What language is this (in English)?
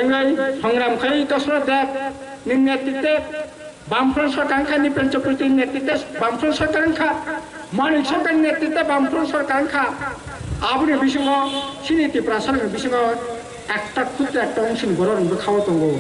Kok Borok